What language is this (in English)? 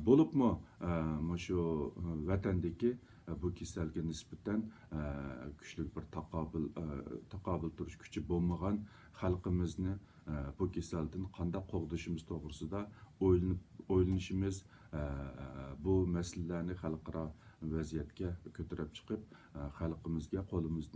Uyghur